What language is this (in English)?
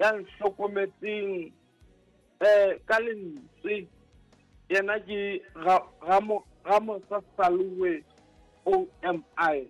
Southern Sotho